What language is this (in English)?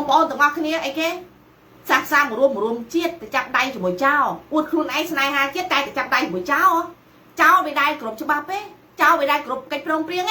Khmer